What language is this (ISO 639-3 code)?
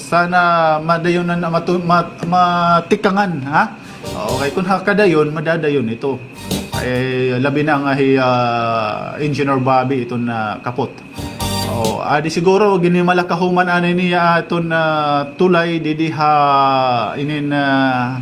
war